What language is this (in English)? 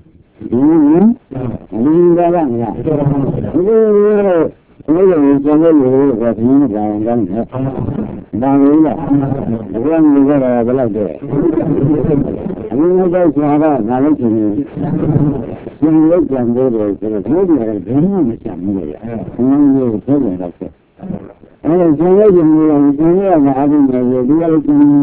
Burmese